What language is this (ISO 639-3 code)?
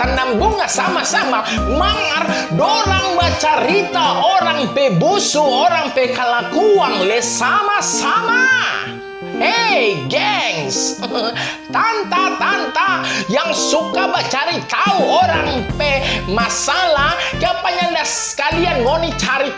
xmm